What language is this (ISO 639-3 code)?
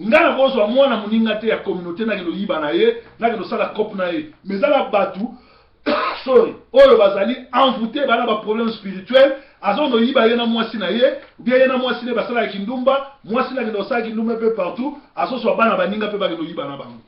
lin